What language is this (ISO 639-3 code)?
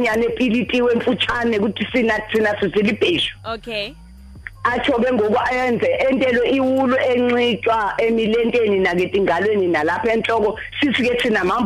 xho